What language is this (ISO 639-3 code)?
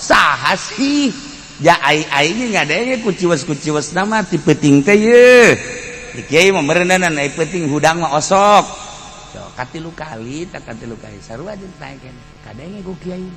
sun